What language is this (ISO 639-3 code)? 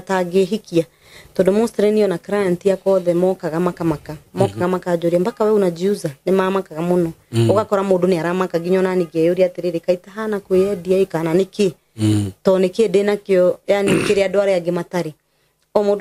kik